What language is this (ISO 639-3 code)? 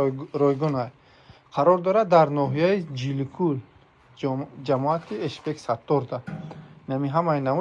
tgk